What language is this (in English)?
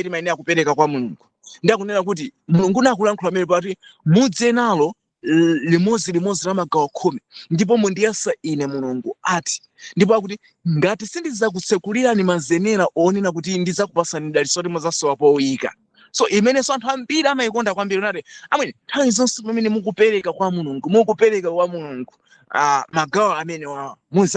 Nyanja